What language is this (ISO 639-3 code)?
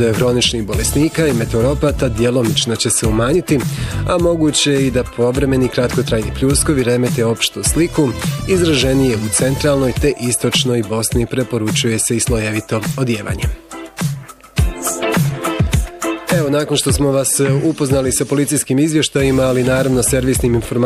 bos